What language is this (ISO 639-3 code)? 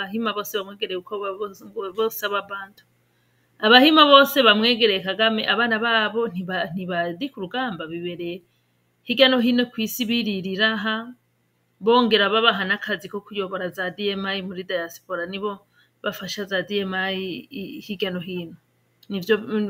run